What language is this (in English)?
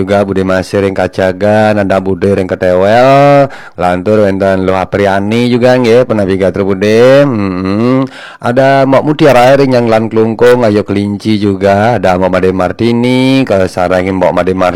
Balinese